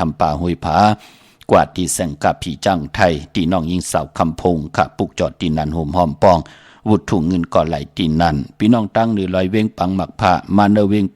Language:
Shan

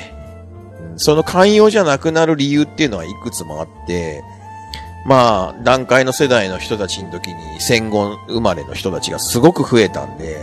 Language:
Japanese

